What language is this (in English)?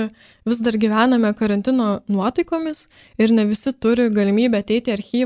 Lithuanian